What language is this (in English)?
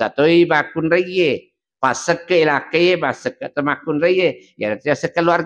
Buginese